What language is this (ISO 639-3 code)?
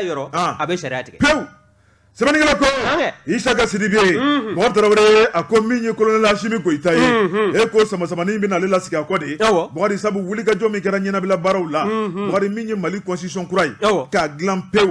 bam